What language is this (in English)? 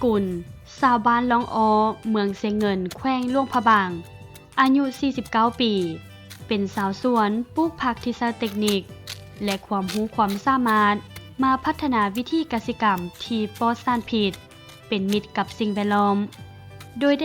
Lao